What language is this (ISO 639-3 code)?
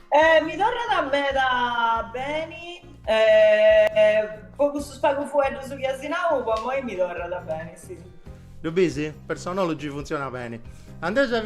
srd